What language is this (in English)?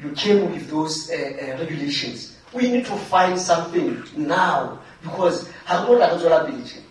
Southern Sotho